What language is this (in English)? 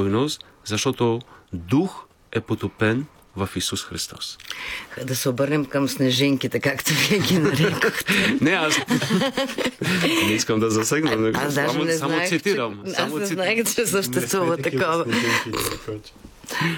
Bulgarian